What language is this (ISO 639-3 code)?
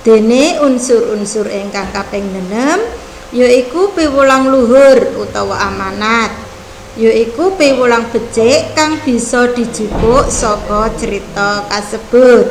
jav